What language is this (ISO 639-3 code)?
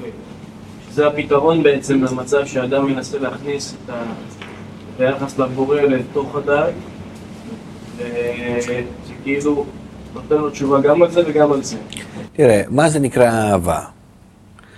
heb